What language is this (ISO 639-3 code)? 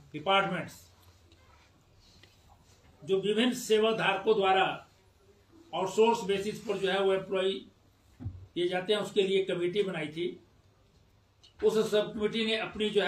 hin